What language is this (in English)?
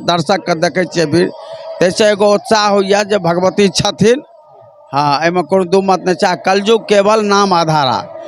Maithili